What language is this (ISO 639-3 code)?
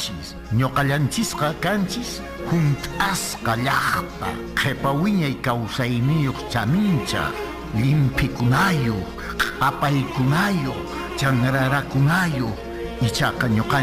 que